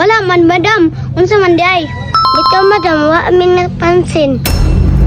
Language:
Cebuano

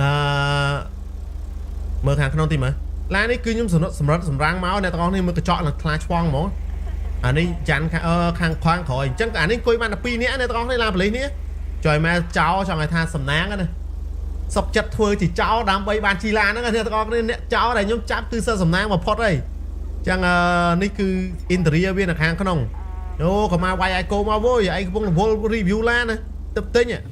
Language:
Khmer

